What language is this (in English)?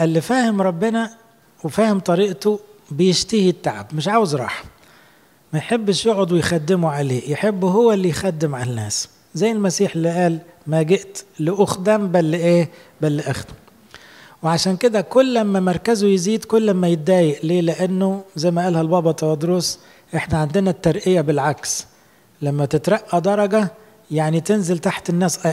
Egyptian Arabic